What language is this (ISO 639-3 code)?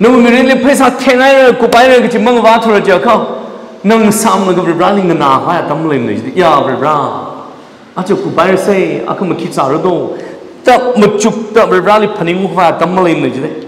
nmf